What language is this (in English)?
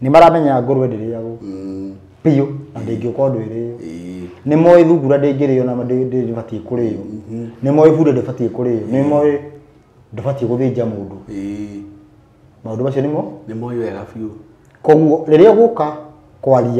Kikuyu